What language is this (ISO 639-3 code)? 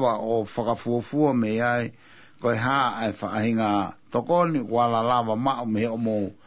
ton